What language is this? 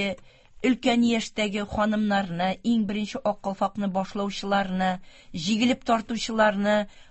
Tatar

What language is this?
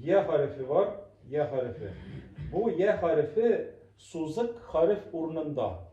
Tatar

